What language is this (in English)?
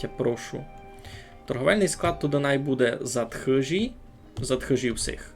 Rusyn